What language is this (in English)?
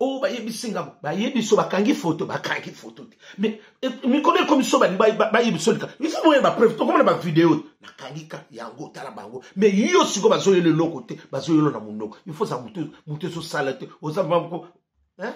Lingala